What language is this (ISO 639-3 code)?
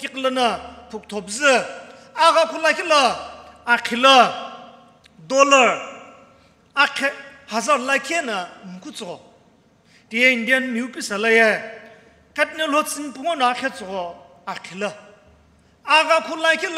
nsm